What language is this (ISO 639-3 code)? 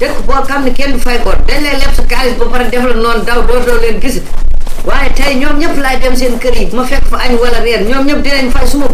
wol